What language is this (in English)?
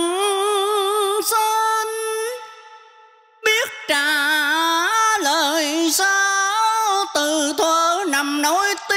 Vietnamese